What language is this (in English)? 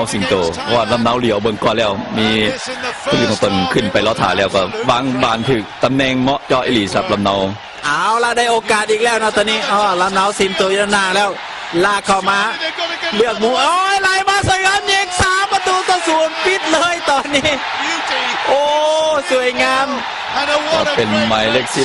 Lao